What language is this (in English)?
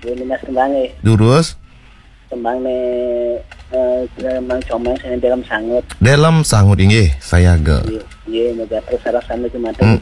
Balinese